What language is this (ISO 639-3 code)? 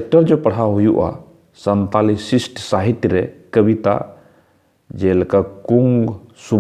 sat